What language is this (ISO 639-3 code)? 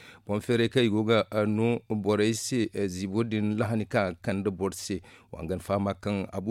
dje